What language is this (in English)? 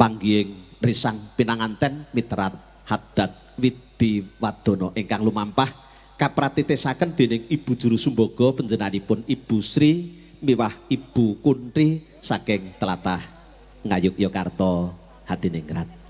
Javanese